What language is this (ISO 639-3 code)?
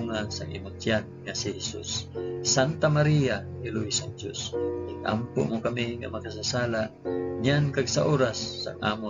hil